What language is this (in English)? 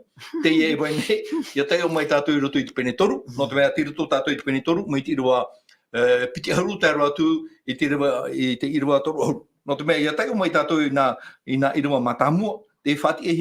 Tahitian